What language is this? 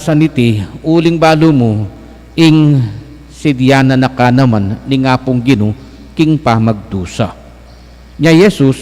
Pampanga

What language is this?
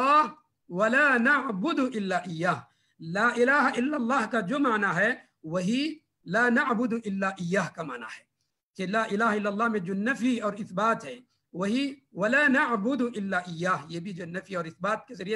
Urdu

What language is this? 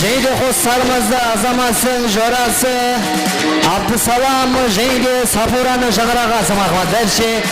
Kara-Kalpak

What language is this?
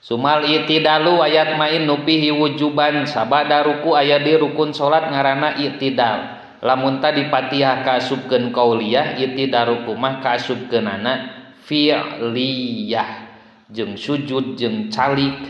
Sundanese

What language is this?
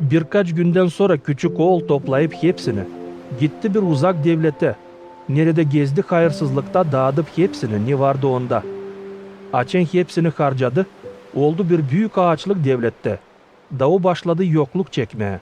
Gagauz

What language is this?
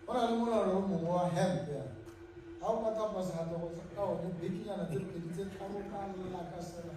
Tswana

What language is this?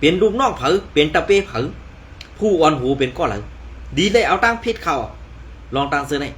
Shan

